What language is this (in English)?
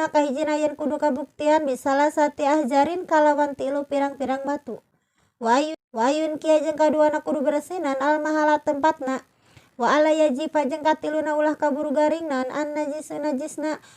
Sundanese